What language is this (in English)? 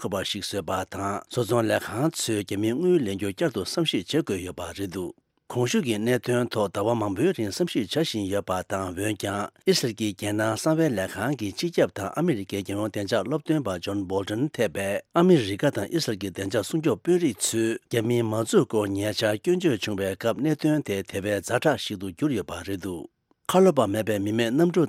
Tibetan